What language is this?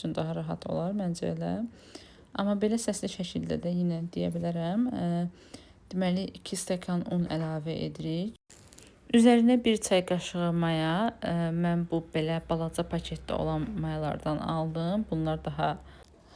Azerbaijani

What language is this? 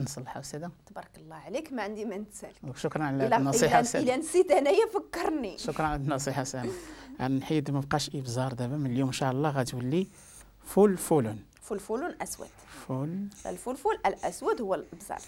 Moroccan Arabic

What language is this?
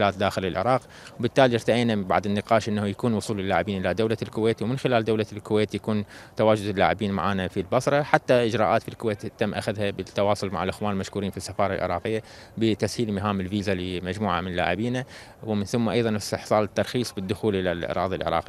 Mesopotamian Arabic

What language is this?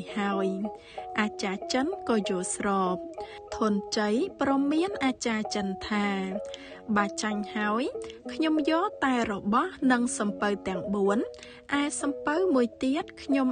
Khmer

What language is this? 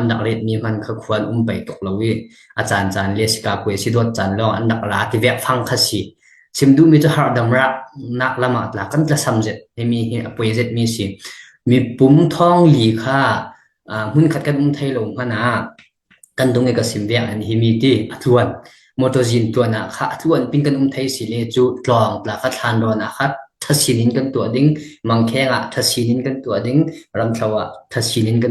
Falam Chin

